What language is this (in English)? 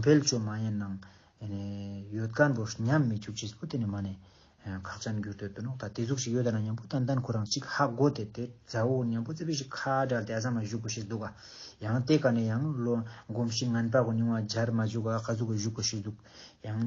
Ladakhi